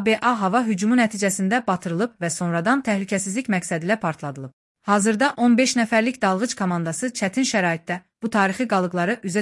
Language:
Azerbaijani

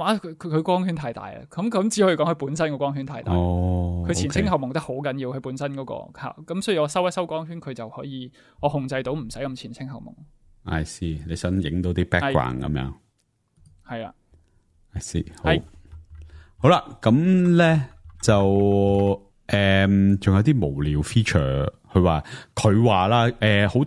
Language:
Cantonese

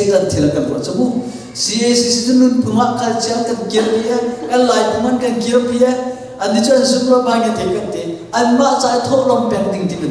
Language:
Hakha Chin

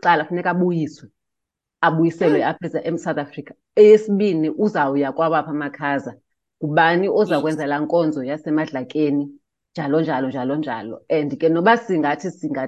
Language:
Xhosa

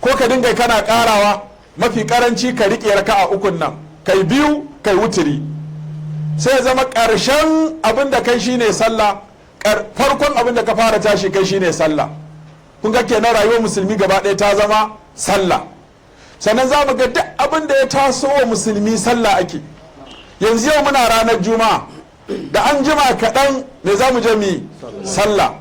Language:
Hausa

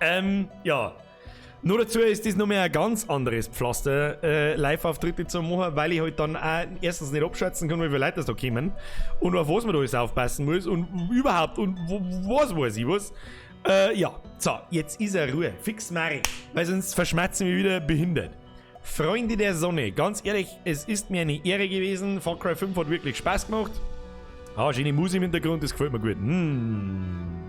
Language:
Bavarian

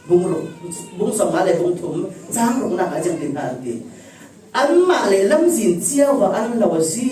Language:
Falam Chin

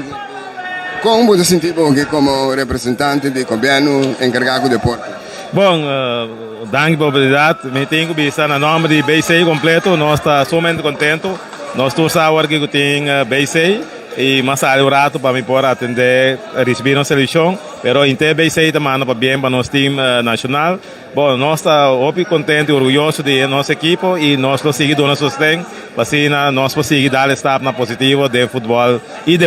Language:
Papiamento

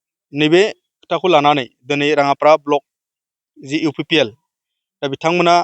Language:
Bodo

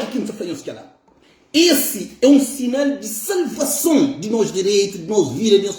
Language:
Kabuverdianu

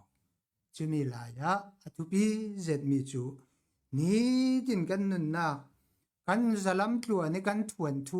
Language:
Falam Chin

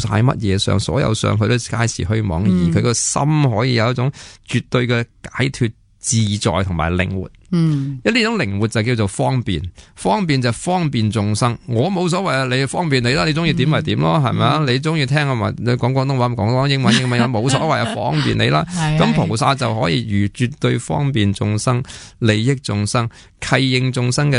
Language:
Cantonese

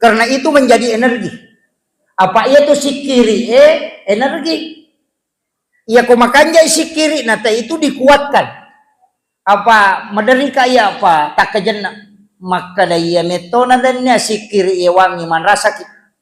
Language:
Buginese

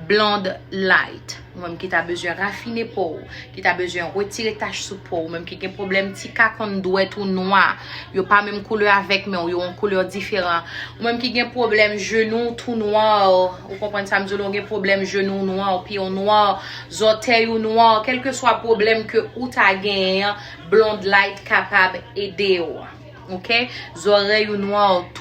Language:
Haitian Creole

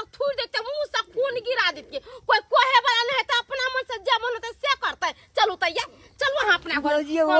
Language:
Maithili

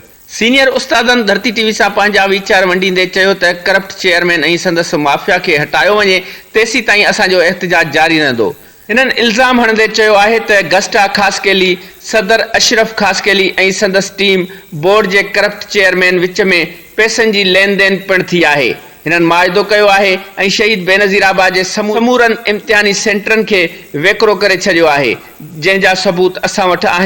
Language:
Sindhi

